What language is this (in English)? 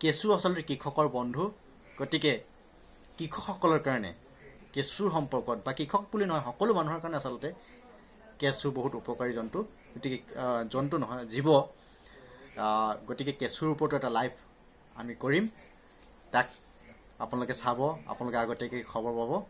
Assamese